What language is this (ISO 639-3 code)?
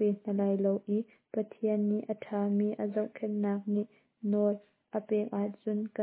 cnh